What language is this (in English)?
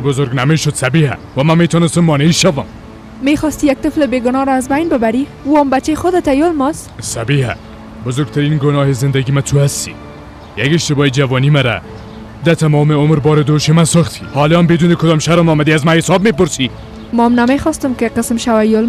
Persian